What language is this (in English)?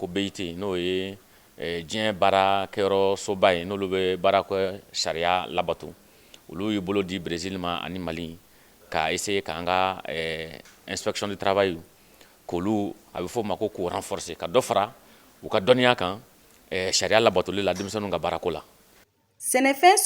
Bambara